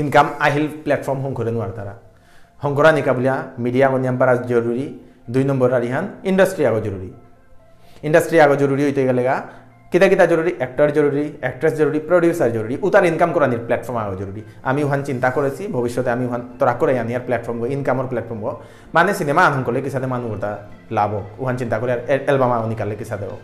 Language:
Bishnupriya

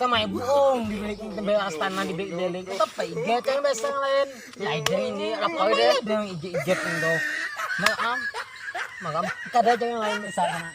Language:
Banjar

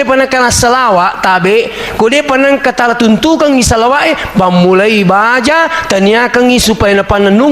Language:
Buginese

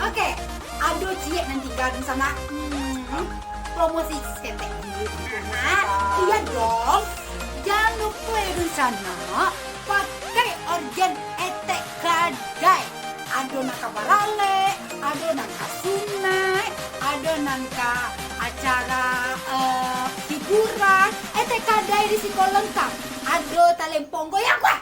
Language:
Minangkabau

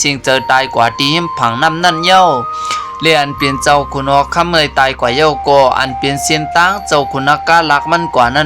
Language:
Shan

